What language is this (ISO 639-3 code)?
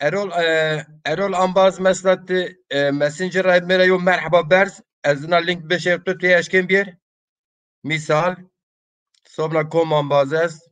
zza